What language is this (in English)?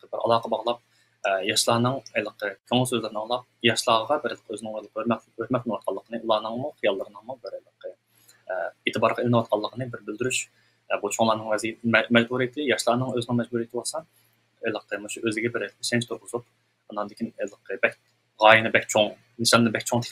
Uyghur